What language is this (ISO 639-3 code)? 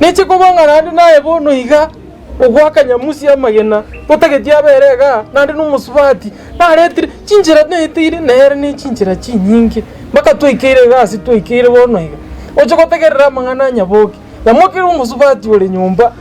guz